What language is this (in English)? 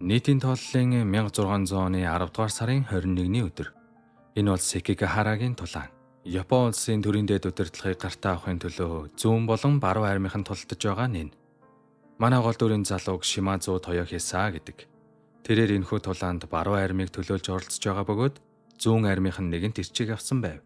Mongolian